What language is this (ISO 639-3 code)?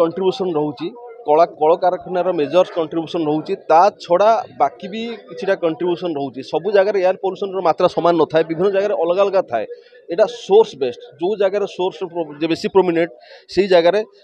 ori